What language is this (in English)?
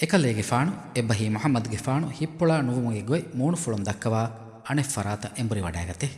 Divehi